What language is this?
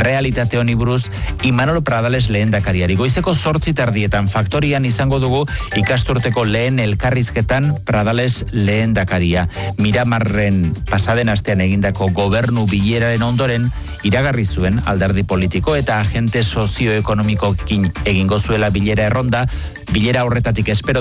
Basque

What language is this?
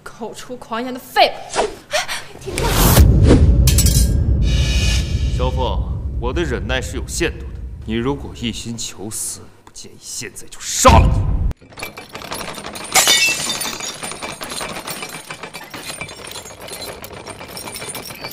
Chinese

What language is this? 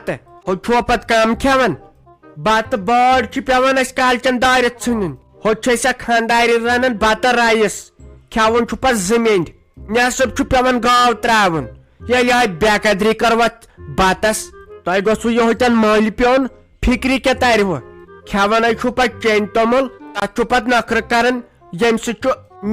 Kashmiri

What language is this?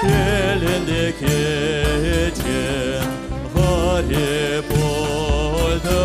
Crimean Tatar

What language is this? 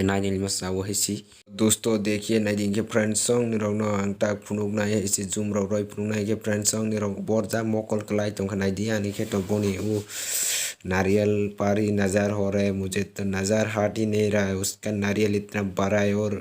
Kok Borok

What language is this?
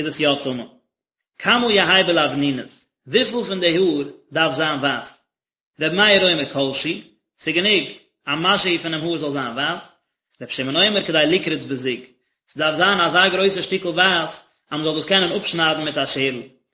Yiddish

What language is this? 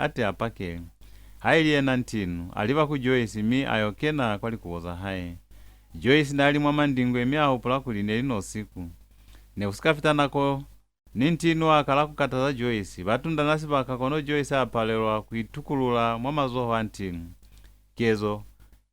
Lozi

